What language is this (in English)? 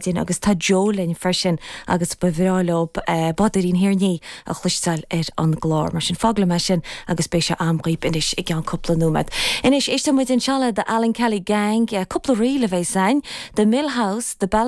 Irish